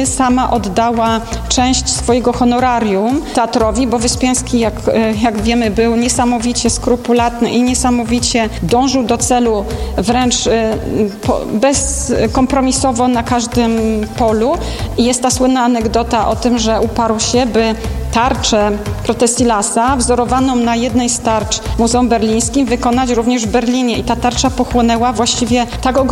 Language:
Polish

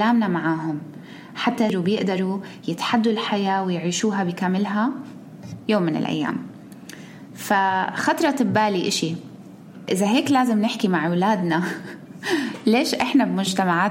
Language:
North Levantine Arabic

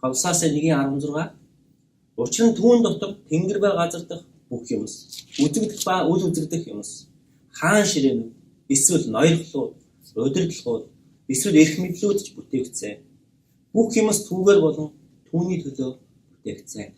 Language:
Mongolian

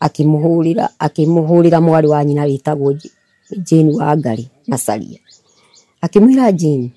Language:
Kikuyu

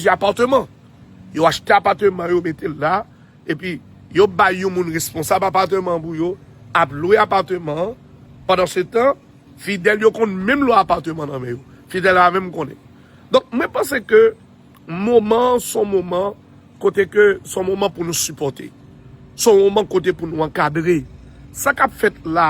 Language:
Haitian Creole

